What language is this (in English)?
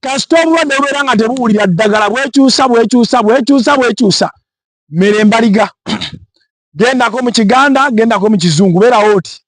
Ganda